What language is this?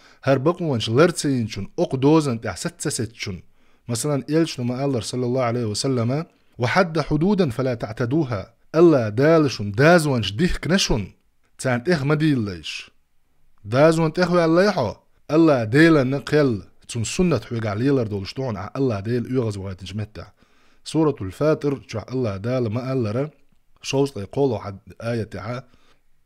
Chechen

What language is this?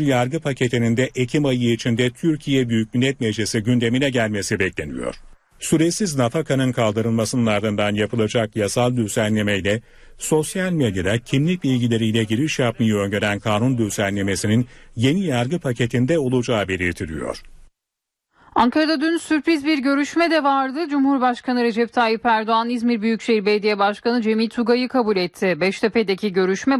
Turkish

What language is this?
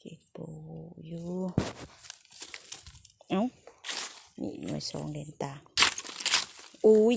Lao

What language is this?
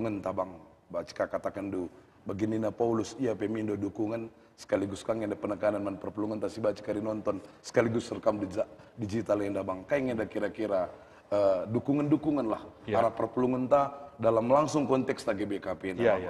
Batak Karo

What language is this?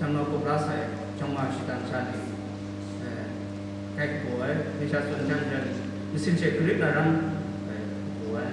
Kachin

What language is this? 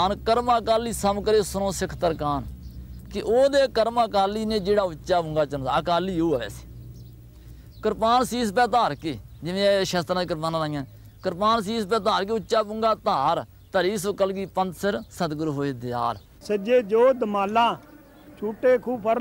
Punjabi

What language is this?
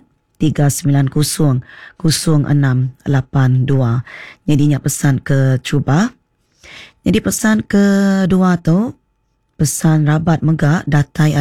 Iban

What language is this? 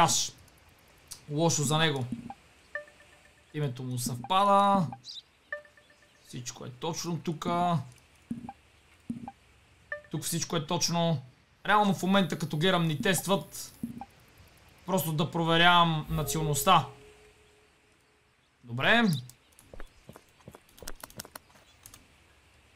Bulgarian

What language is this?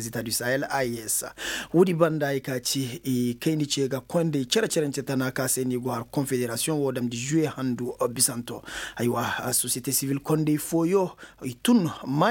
Koyraboro Senni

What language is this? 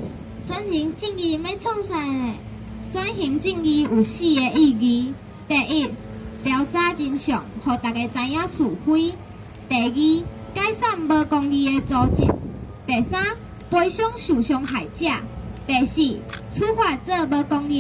Min Nan Chinese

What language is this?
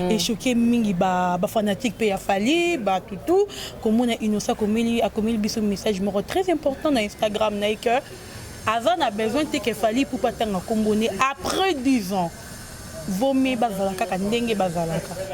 Lingala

